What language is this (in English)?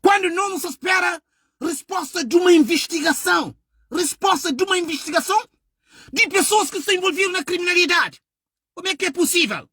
Kabuverdianu